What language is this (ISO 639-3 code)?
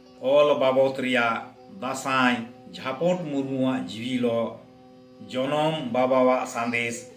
sat